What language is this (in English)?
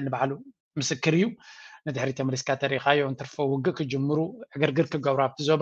Tigrinya